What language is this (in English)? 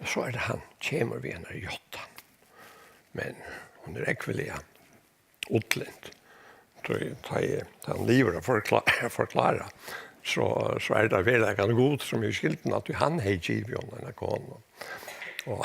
Faroese